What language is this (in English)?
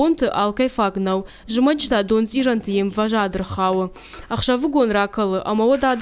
Ossetic